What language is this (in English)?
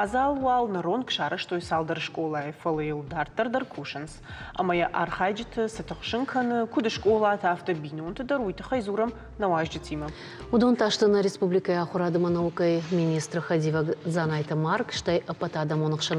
Ossetic